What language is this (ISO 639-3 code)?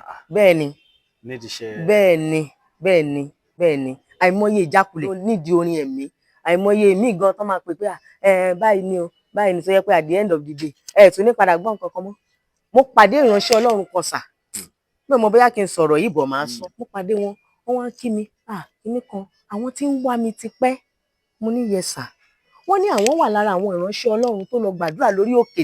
yor